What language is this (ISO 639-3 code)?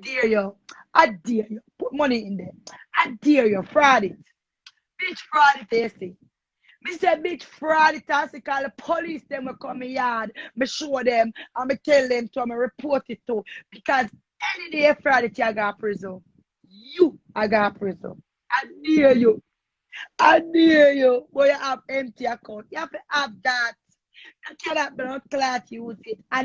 jam